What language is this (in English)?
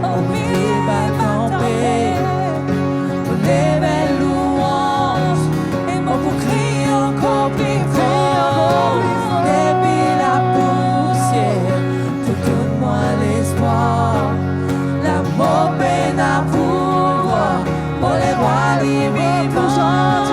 Morisyen